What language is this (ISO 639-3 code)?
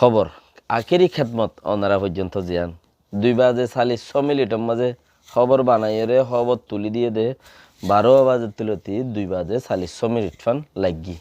rhg